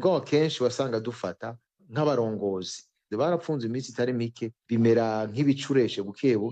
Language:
Rundi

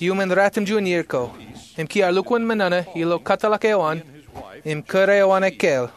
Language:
Marshallese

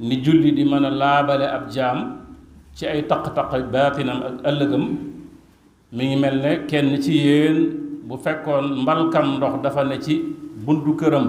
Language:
Wolof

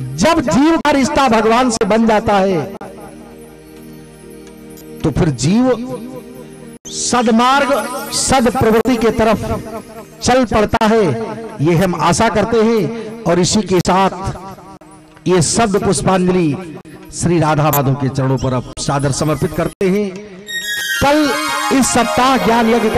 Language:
Hindi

